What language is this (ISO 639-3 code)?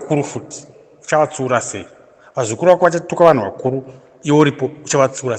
sna